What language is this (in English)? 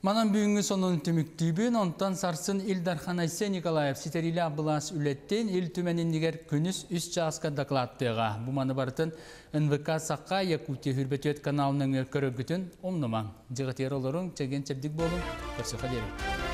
Yakut